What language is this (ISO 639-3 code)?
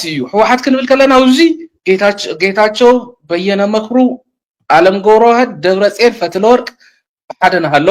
tir